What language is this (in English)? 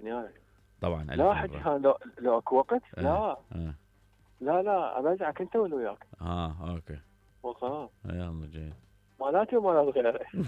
Mesopotamian Arabic